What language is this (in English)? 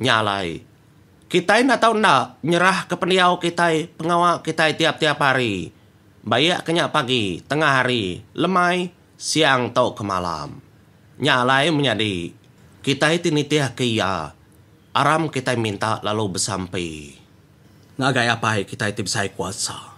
Iban